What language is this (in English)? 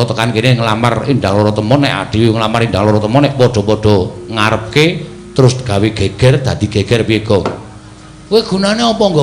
Javanese